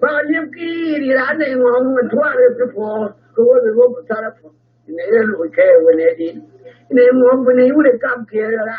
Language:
Nuer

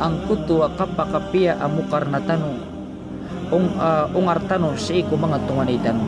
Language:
Maranao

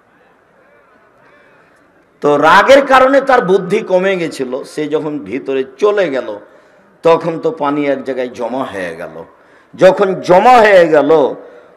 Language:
Bangla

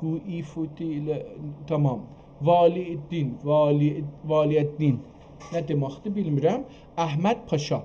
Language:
South Azerbaijani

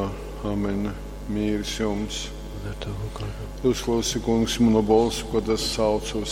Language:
Latgalian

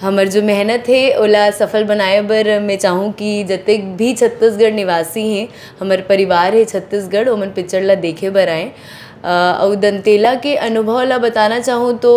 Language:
Chhattisgarhi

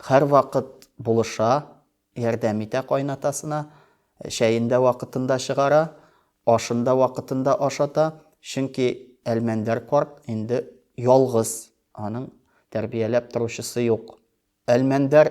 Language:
Tatar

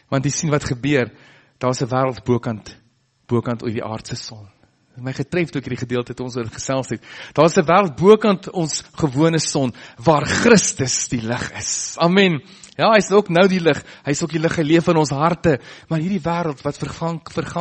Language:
Afrikaans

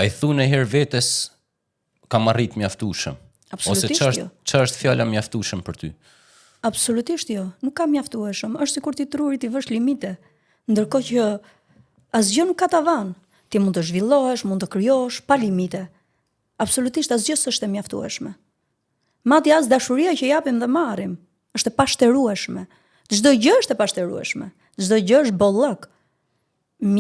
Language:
Albanian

